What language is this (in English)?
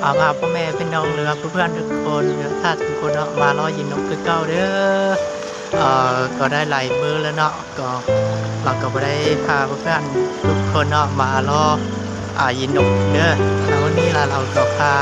Lao